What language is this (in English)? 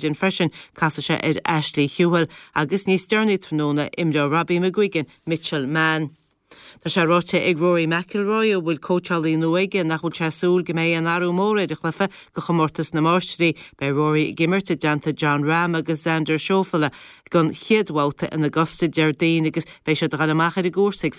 Irish